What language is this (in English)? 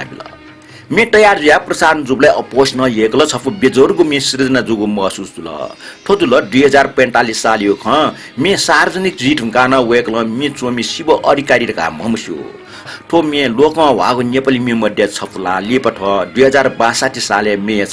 Newari